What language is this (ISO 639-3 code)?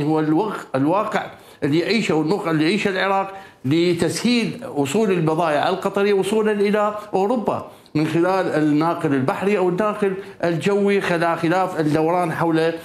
acm